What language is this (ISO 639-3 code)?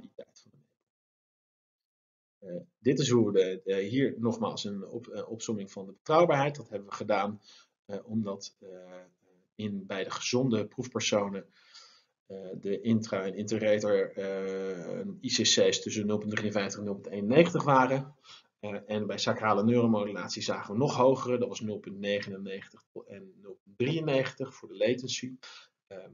nld